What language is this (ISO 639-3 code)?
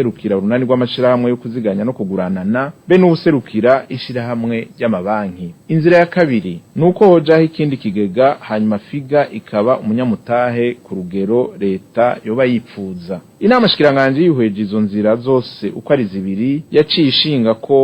run